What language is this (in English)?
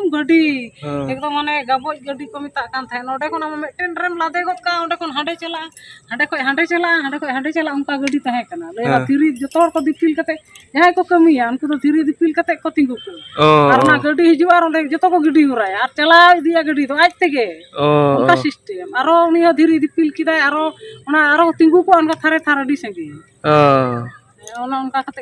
Santali